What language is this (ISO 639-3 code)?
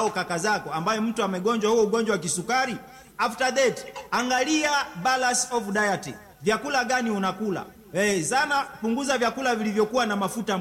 swa